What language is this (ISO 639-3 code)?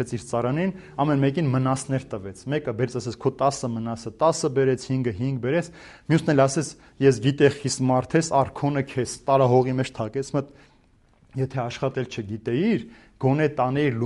hye